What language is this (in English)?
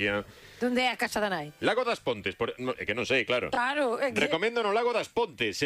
Galician